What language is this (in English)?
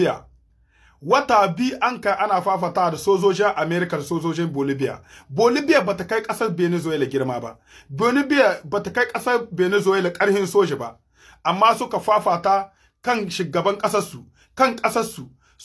Hausa